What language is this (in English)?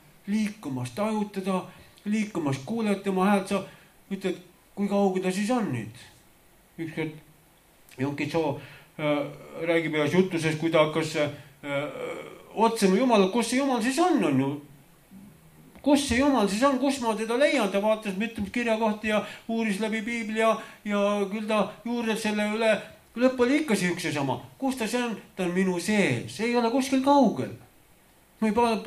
Estonian